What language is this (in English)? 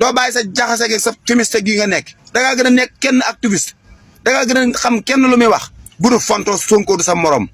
Wolof